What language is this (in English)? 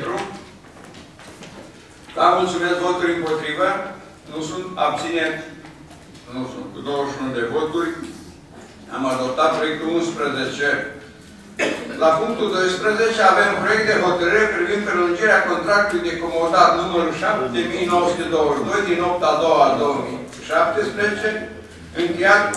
Romanian